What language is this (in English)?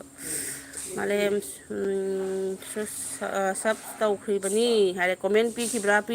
Manipuri